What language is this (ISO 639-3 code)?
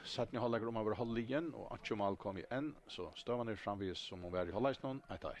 fao